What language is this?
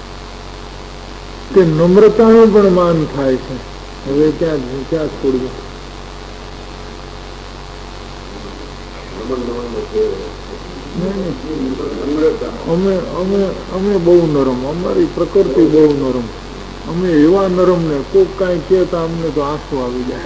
Gujarati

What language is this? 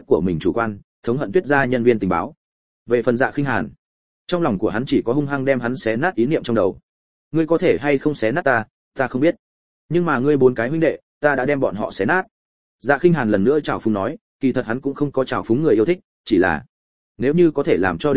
Vietnamese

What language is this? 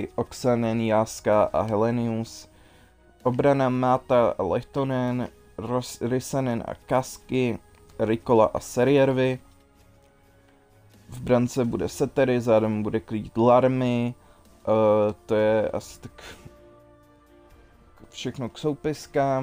Czech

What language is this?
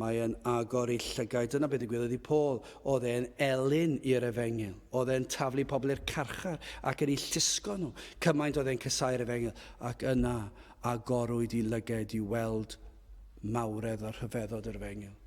Welsh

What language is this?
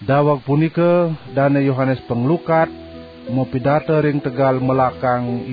Balinese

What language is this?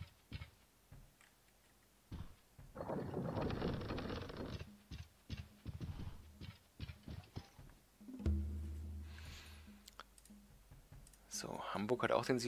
German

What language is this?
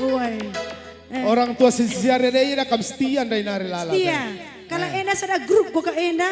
Batak Karo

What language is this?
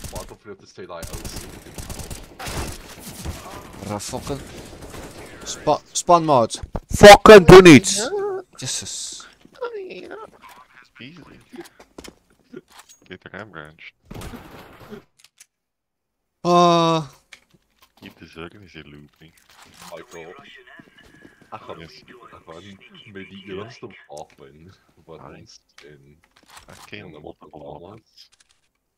Afrikaans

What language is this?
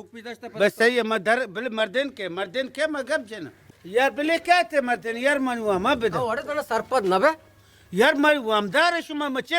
Baluchi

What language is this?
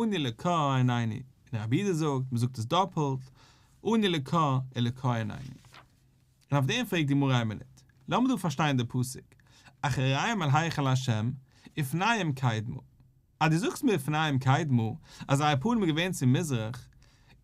Yiddish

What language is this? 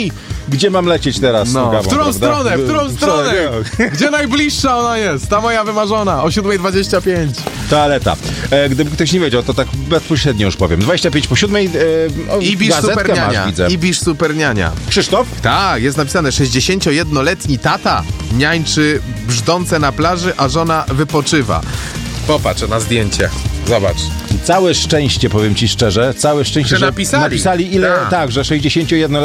Polish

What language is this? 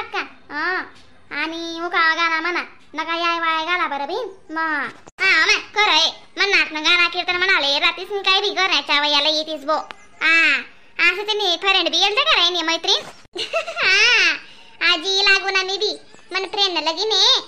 Khandesi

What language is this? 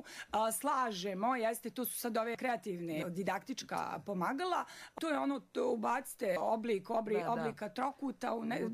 Croatian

